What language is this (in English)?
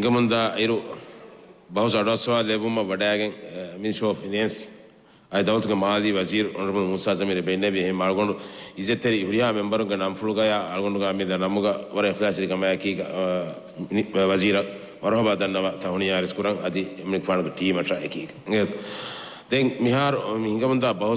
Divehi